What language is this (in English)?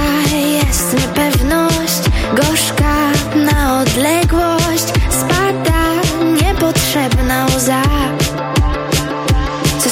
Polish